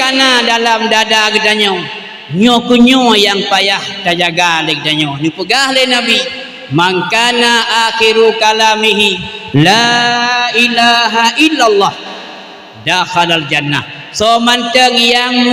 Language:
Achinese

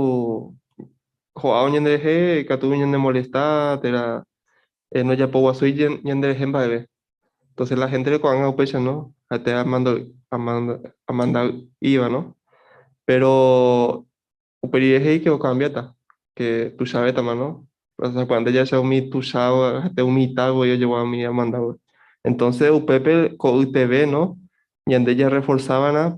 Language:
Guarani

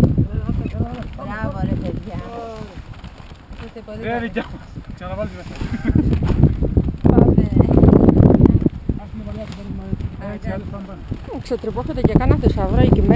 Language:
Greek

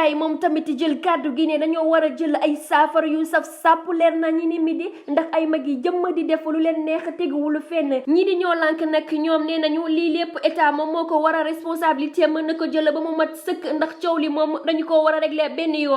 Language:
Wolof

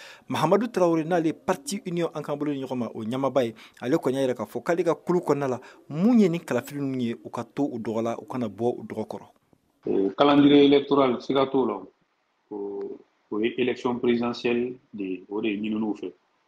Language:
Bambara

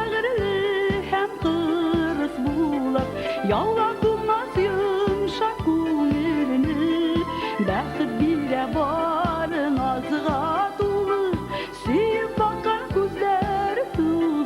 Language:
Tatar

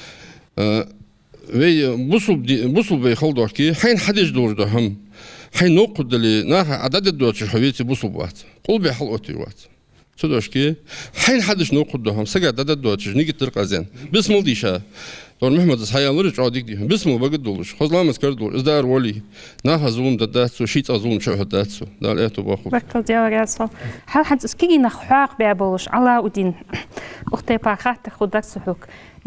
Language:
Ingush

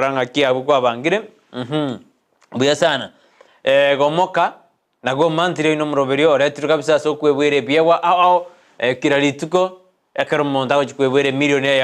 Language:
Gusii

